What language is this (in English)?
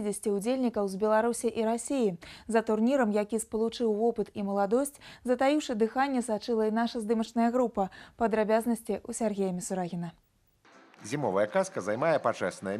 Belarusian